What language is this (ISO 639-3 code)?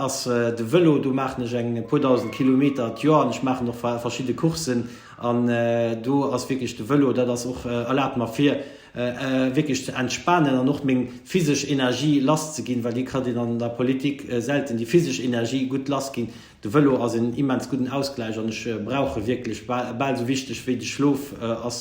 ltz